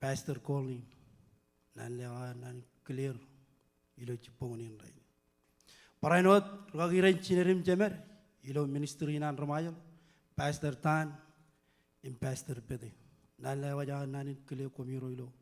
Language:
Marshallese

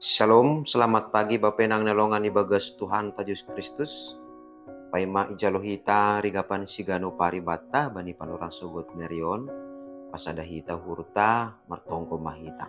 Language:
Batak Simalungun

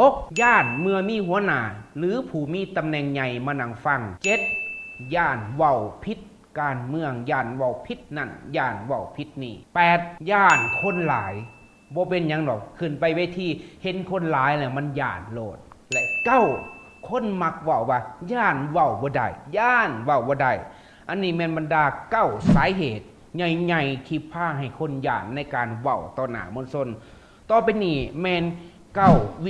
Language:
Lao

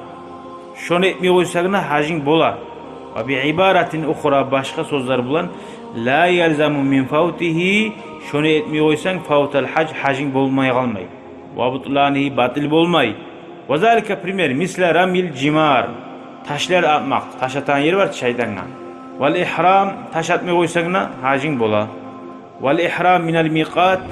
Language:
Kumyk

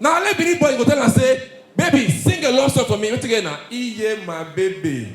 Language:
Nigerian Pidgin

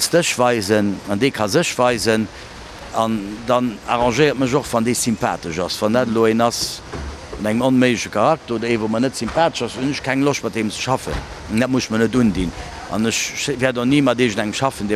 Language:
Luxembourgish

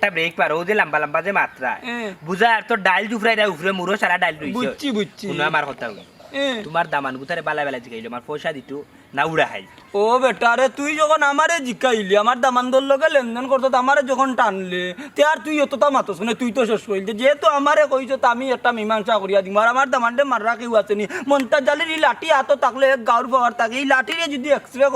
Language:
Sylheti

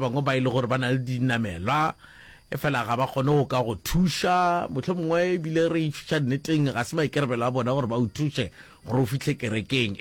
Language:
Northern Sotho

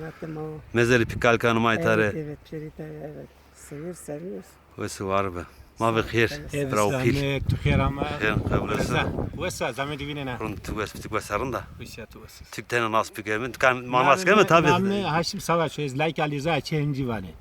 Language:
Zaza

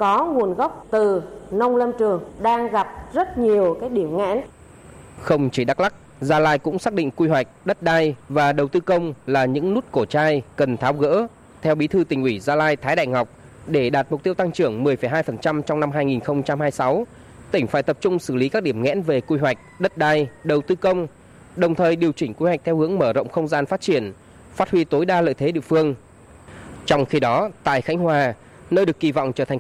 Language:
Vietnamese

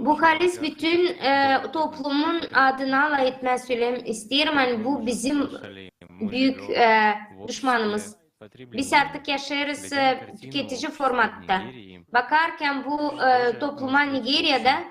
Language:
Gagauz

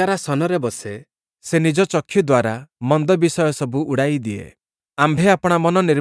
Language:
Odia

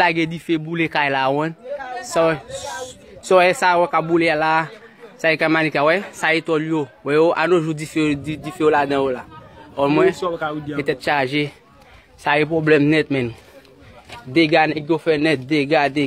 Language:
Haitian Creole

